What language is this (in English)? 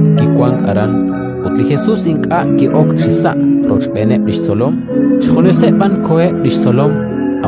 Kekchí